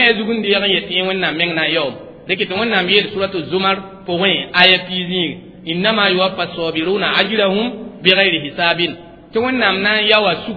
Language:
Mossi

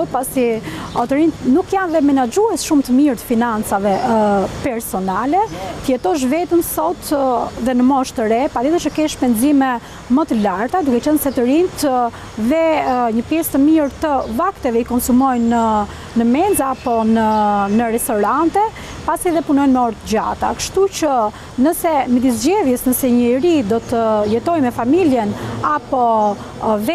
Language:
Albanian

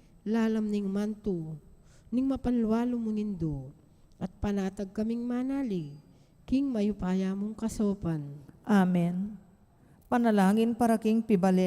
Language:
Pampanga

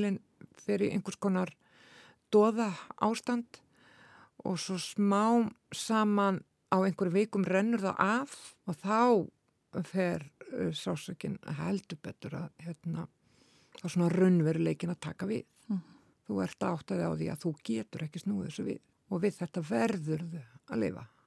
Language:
Icelandic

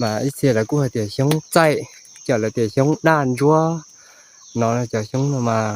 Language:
Hmong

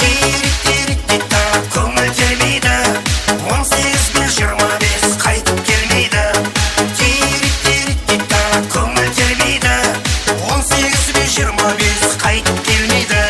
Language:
Kara-Kalpak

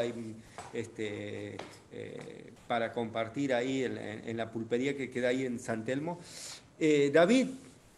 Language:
Spanish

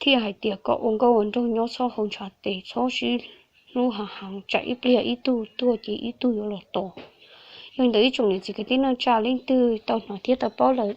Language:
Hmong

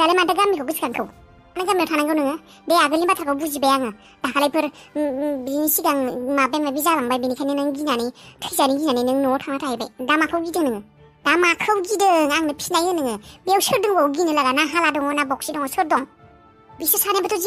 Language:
Bodo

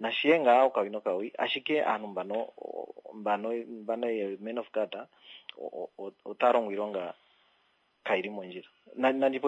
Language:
Kuanyama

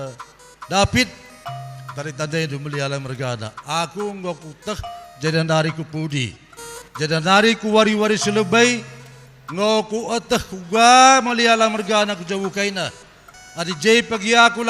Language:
Batak Karo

